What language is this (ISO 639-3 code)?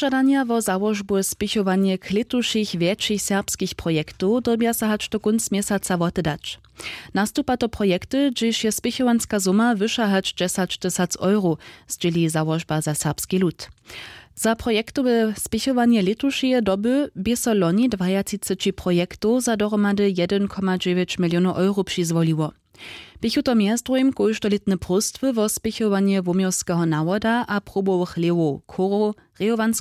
hsb